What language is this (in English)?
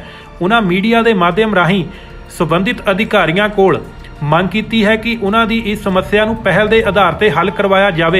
Punjabi